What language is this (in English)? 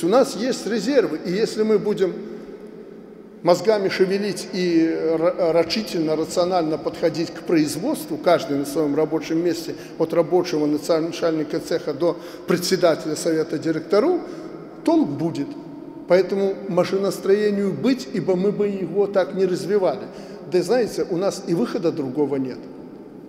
Russian